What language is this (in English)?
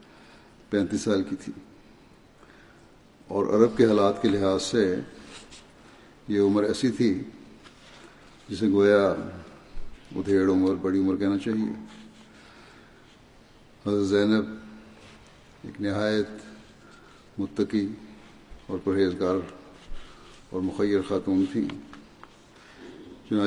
Urdu